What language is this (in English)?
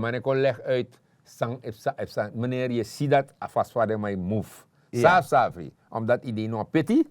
Sranan Tongo